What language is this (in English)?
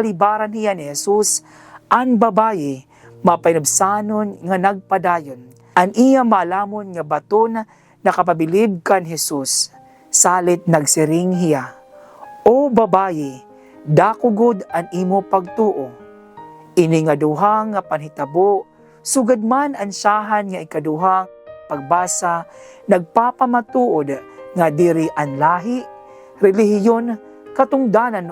Waray